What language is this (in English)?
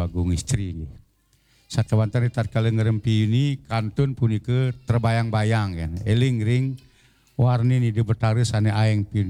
Balinese